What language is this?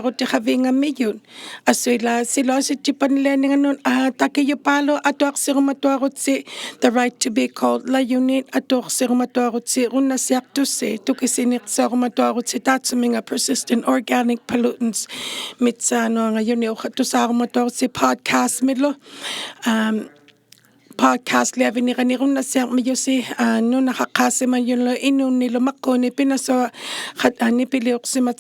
Inuktitut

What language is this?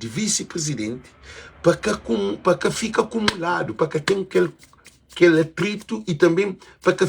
Kabuverdianu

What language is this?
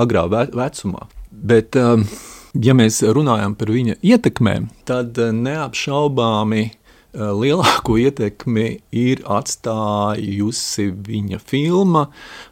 Latvian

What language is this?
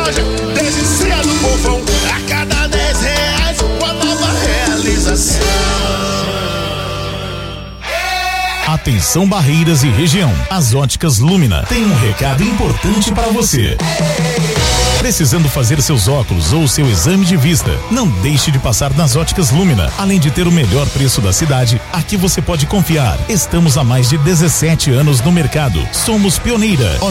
Portuguese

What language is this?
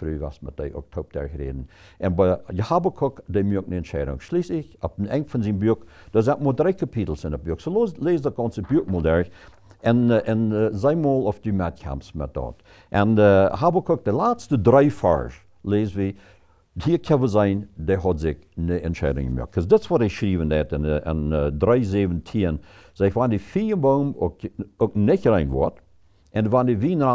Plautdietsch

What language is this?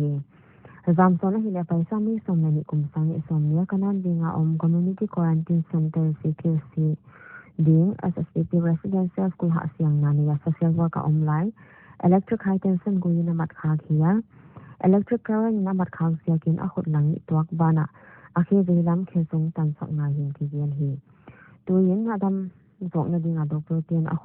Paite Chin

